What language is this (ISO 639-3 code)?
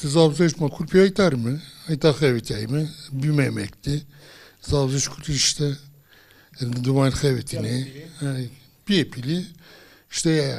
zza